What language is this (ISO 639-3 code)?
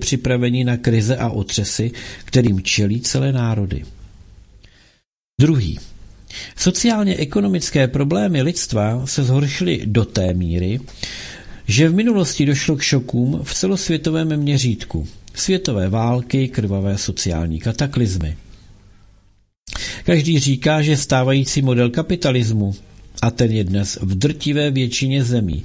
ces